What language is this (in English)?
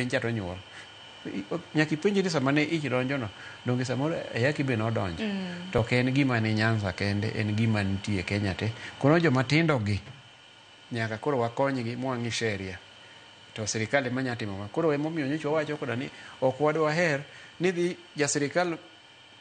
Luo (Kenya and Tanzania)